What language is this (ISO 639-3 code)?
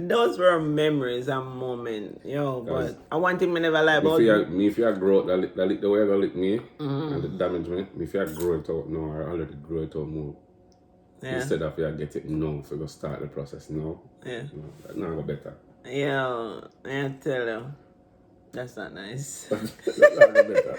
jam